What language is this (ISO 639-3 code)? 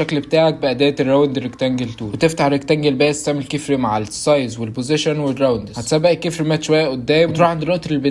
arz